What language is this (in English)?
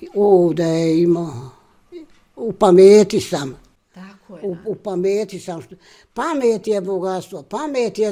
Bosnian